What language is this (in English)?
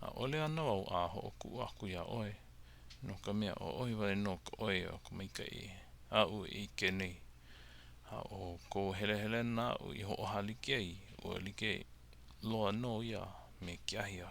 Hawaiian